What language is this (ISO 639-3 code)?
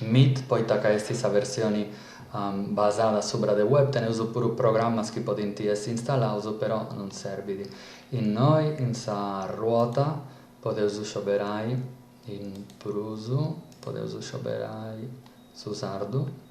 srd